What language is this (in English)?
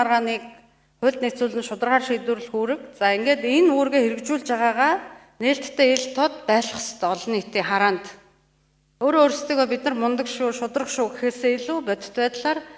Mongolian